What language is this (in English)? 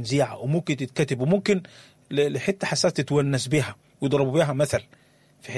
Sudanese Arabic